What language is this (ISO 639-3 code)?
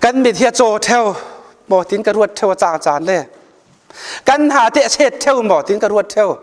cfm